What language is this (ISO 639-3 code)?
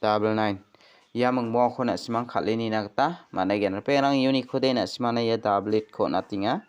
grt